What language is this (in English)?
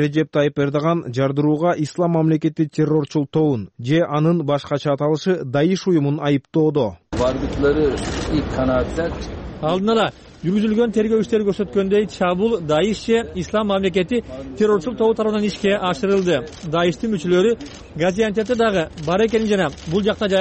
Kyrgyz